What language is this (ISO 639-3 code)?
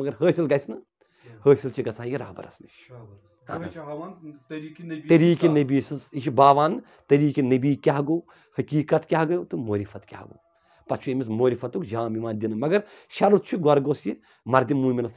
kas